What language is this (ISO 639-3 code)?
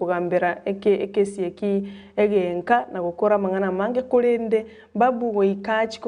guz